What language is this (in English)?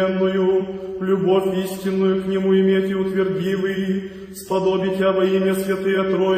Church Slavic